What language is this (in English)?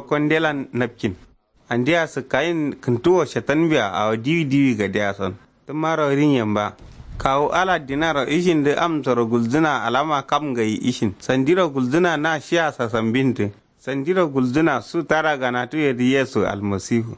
Kanuri